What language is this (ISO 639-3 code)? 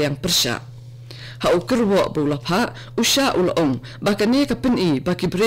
kha